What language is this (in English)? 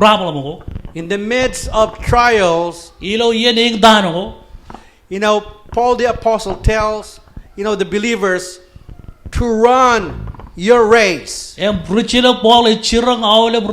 Marshallese